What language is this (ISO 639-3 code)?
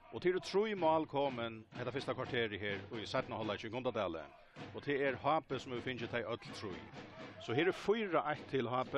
fao